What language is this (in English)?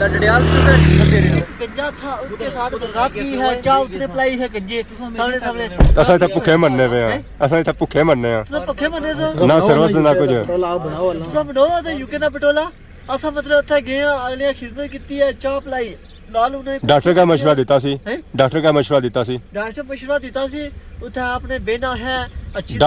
Pahari-Potwari